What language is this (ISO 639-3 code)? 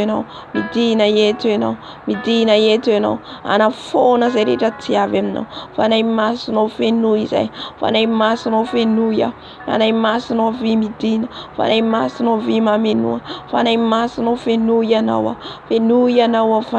mlg